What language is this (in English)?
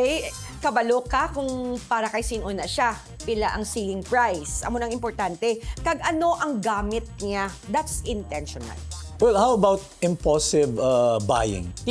Hiligaynon